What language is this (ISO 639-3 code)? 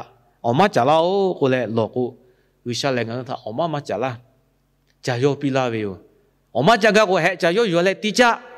lhu